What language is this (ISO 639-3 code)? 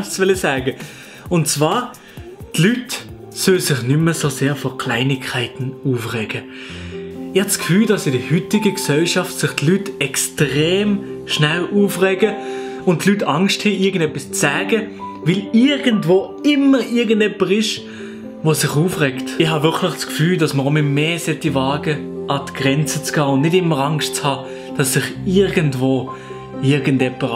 gsw